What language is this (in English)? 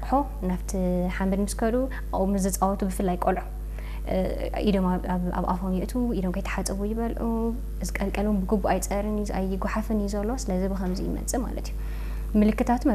Tigrinya